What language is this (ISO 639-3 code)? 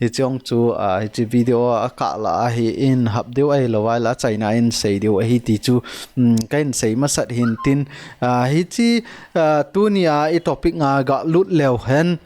tcz